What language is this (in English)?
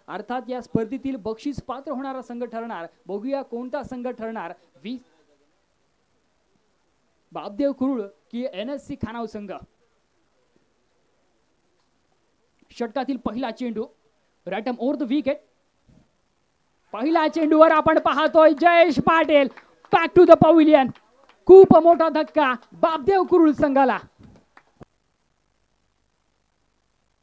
Marathi